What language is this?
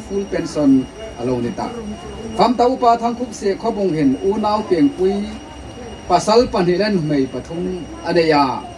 Hmar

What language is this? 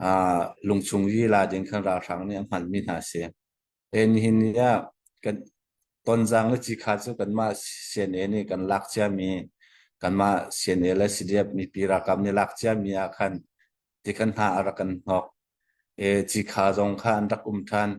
Hakha Chin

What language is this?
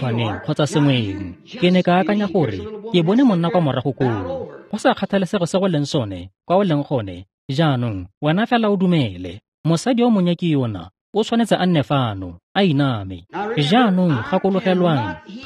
Tswana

